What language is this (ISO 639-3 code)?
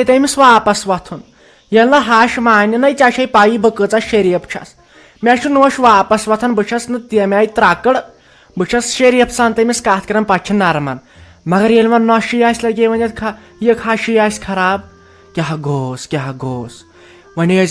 kas